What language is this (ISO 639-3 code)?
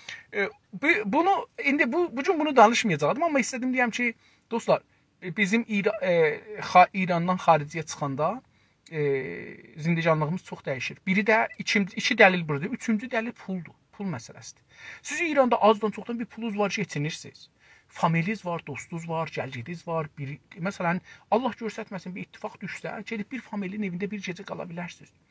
azb